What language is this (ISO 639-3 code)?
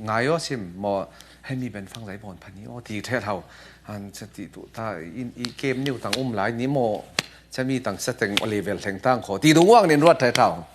cfm